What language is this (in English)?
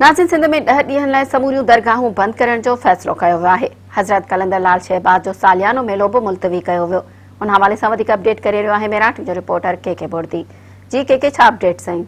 Sindhi